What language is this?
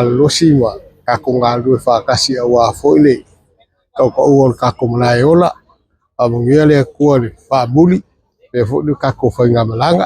Samoan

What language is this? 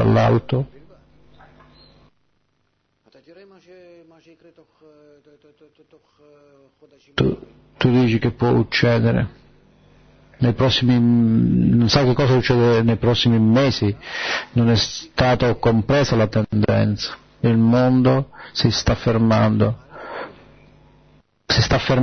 Italian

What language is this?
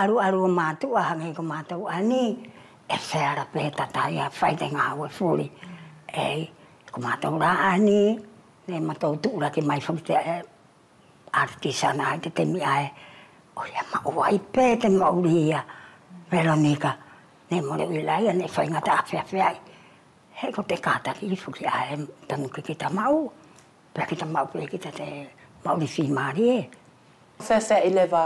Wallisian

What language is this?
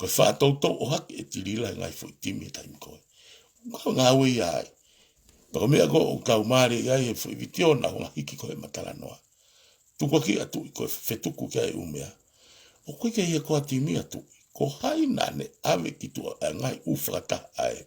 Tongan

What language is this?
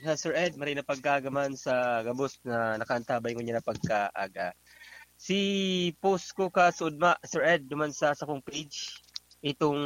Bikol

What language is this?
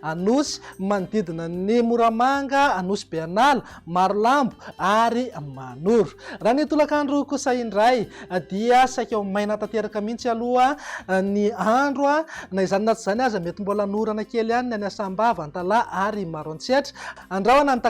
Malagasy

